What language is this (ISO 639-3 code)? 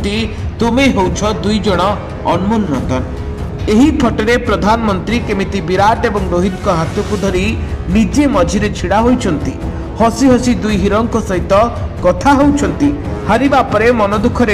ori